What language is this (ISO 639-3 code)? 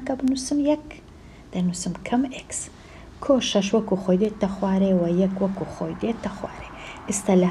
ckb